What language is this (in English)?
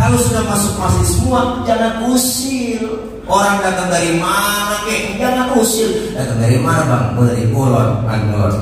Betawi